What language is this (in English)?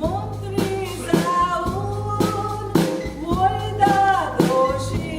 Konkani